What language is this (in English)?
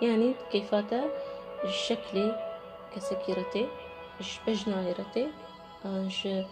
Kurdish